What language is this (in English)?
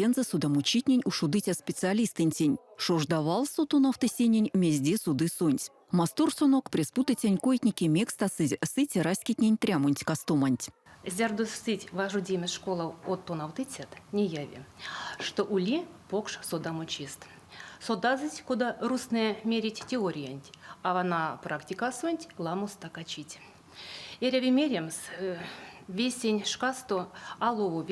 Erzya